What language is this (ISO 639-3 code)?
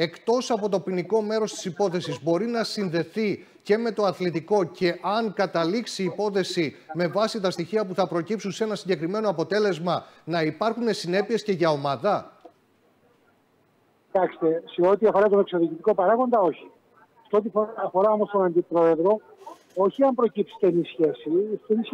ell